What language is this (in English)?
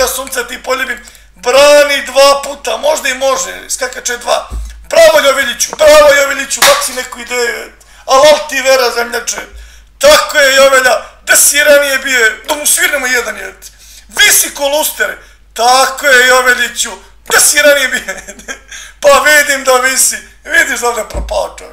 Serbian